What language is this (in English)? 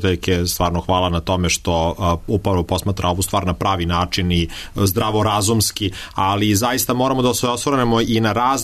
Serbian